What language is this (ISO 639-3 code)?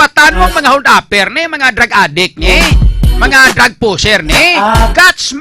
hil